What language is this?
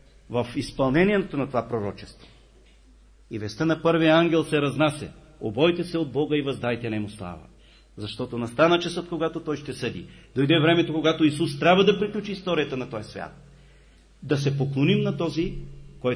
Bulgarian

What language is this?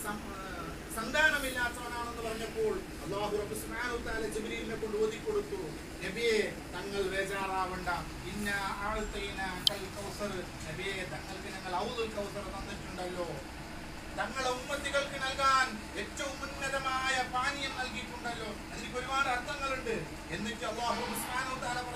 Malayalam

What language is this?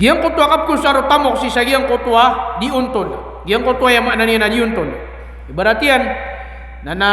Maranao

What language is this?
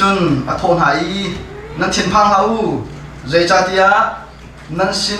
Hakha Chin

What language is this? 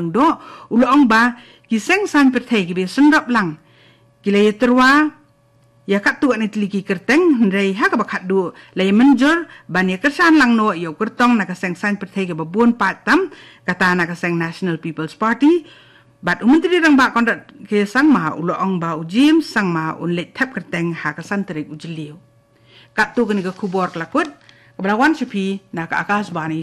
Khasi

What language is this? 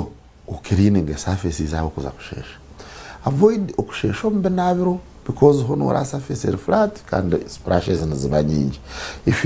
Nyankole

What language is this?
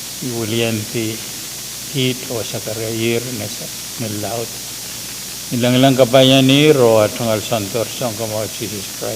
Pohnpeian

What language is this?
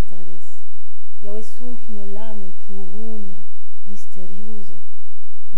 Occitan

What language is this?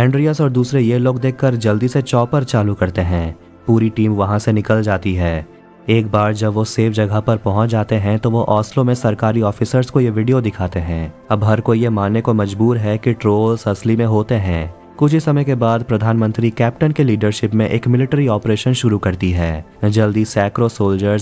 Hindi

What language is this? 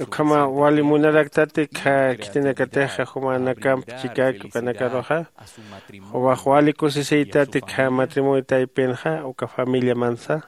Aymara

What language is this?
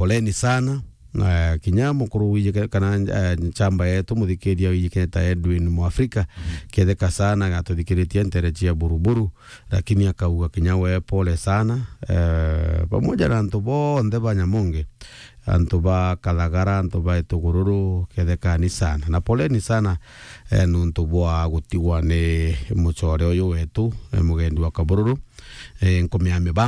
Meru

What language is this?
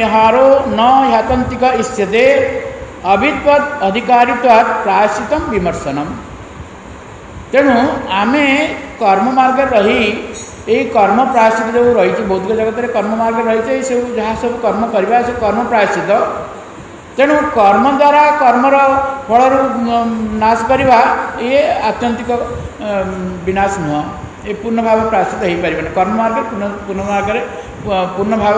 Odia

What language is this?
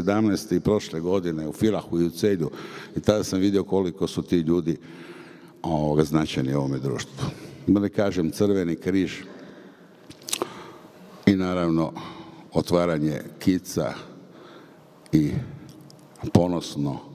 Croatian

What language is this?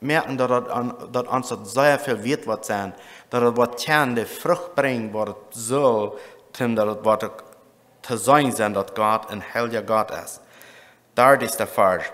Plautdietsch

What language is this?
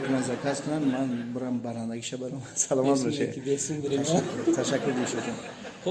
Tajik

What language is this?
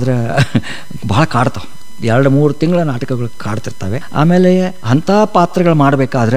Kannada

